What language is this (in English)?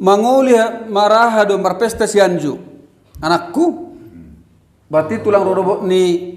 Batak Toba